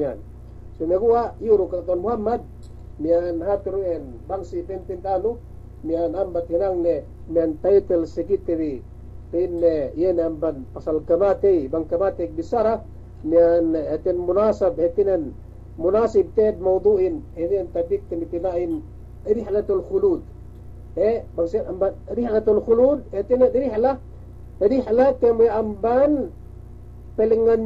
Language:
Yakan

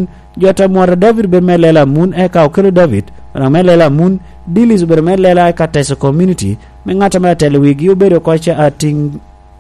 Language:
Lango (Uganda)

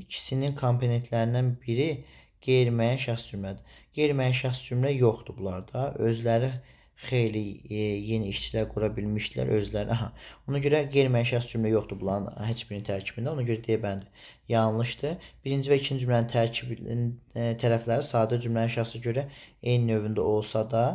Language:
Azerbaijani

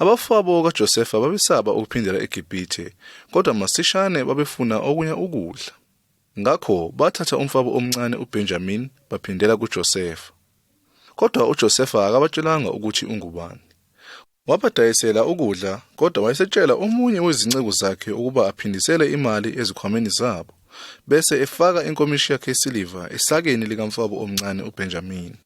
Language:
Zulu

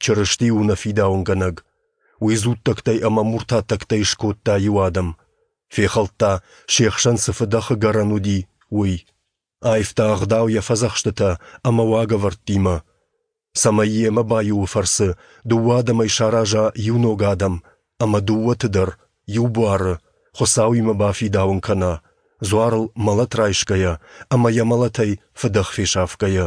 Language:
Ossetic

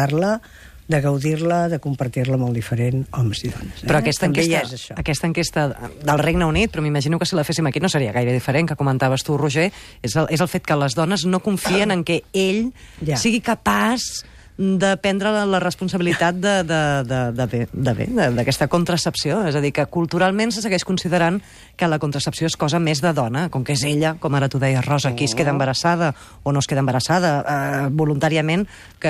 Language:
Catalan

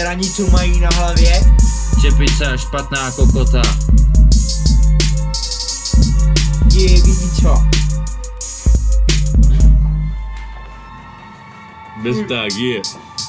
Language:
Czech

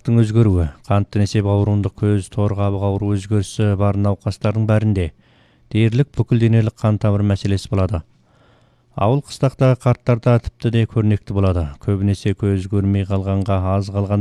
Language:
Kazakh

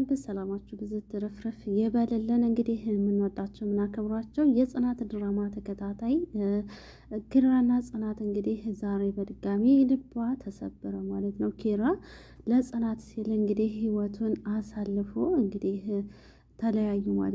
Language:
Amharic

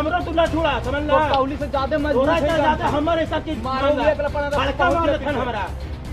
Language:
Magahi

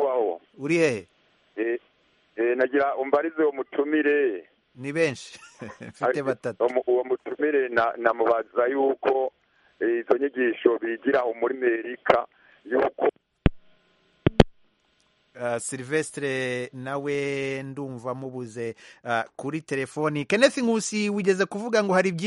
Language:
Kinyarwanda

